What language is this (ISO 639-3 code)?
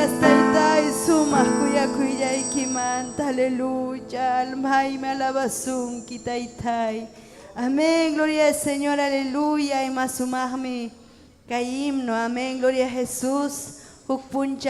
quy